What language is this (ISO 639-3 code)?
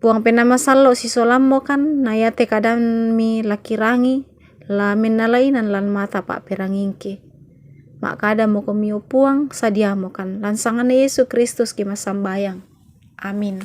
sda